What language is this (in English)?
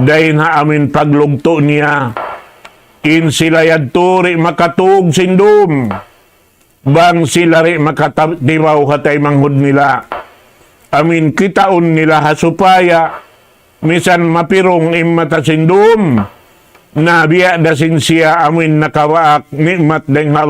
Tausug